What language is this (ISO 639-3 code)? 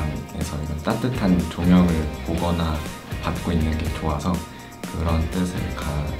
kor